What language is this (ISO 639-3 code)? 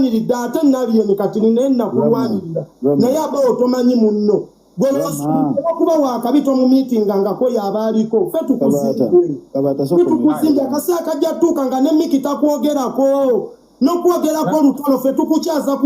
lug